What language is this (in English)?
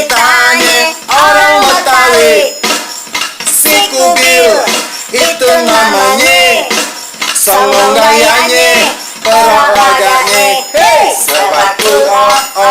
Betawi